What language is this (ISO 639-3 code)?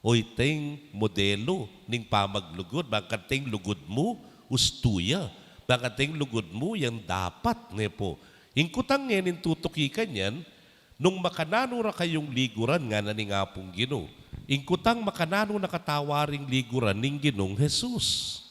pam